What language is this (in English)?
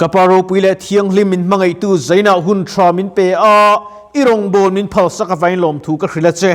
Mizo